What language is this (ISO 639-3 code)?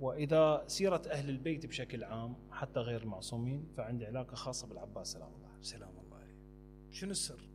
acm